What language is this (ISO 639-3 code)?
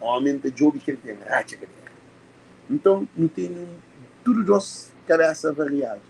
kea